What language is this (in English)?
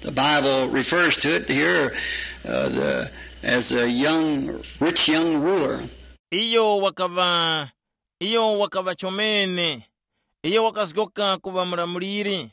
Tumbuka